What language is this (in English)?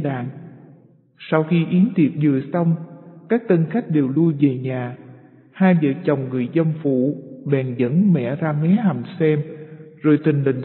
Vietnamese